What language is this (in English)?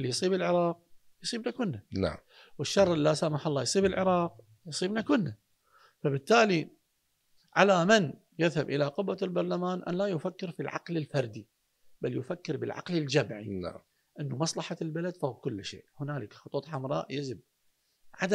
Mesopotamian Arabic